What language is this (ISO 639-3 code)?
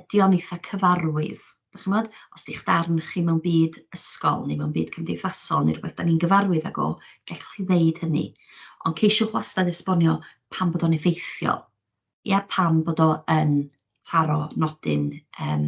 cym